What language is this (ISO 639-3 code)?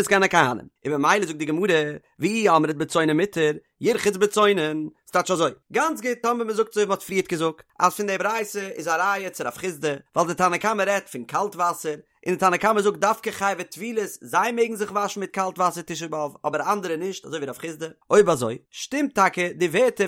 yid